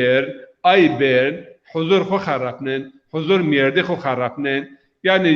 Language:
Zaza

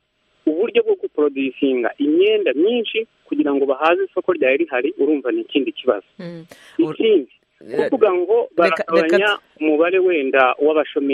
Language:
Kinyarwanda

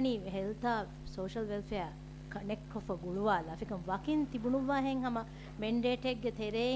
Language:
Divehi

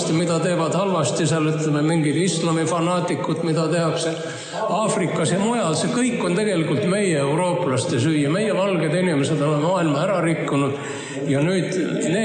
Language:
Estonian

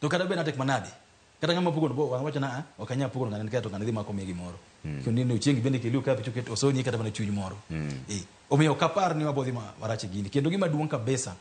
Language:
Luo (Kenya and Tanzania)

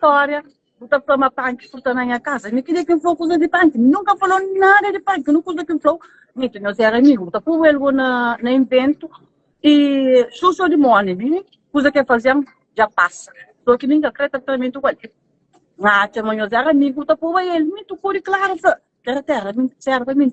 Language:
Kabuverdianu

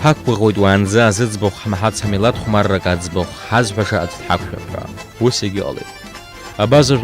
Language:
Abkhazian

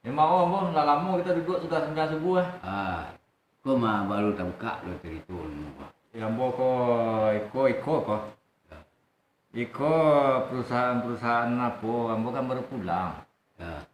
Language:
Minangkabau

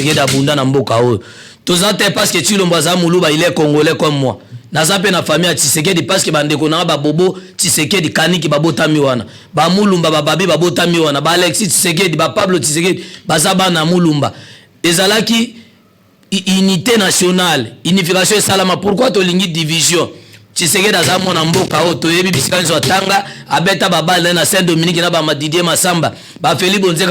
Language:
Lingala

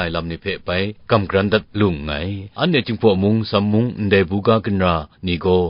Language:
Kachin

